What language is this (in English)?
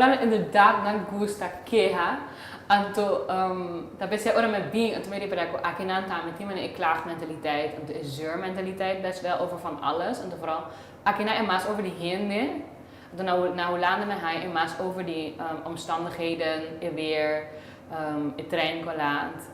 Papiamento